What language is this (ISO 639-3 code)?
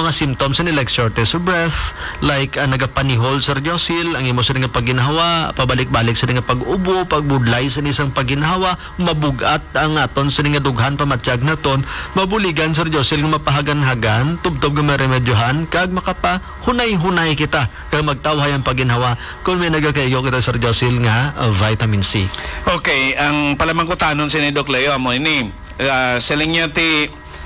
hil